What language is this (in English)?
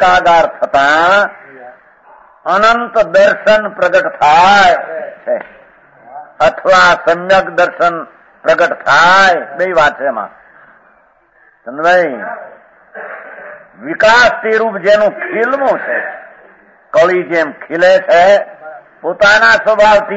Gujarati